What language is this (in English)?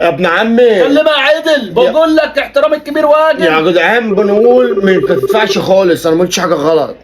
Egyptian Arabic